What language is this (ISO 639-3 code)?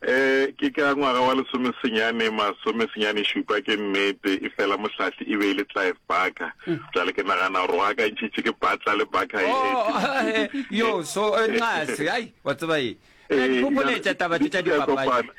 nso